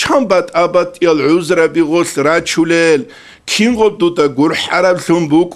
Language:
Avaric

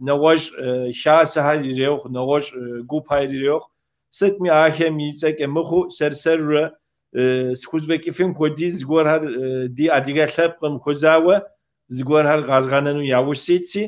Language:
Kabardian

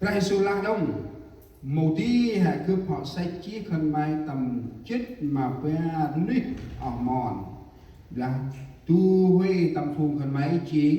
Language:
Central Mnong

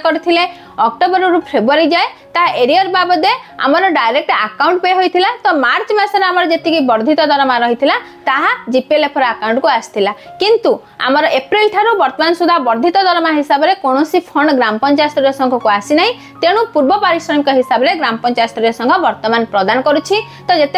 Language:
Odia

